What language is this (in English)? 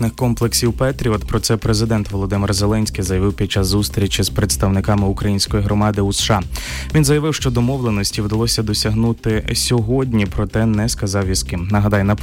Ukrainian